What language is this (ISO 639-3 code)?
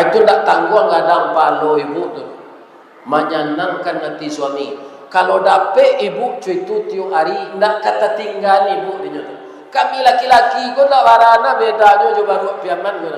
min